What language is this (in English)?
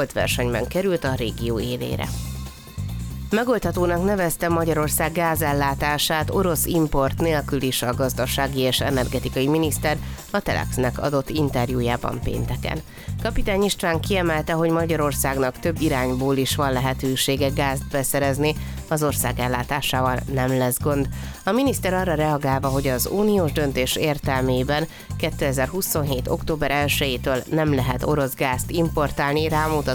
Hungarian